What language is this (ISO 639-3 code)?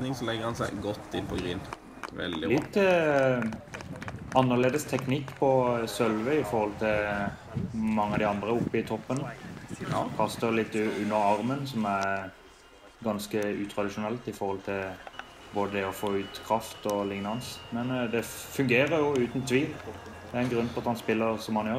nor